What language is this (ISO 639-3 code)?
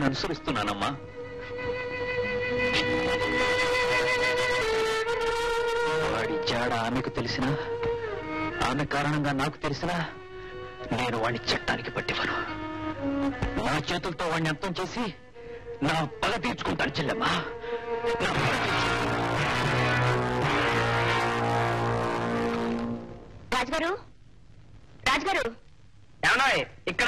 tel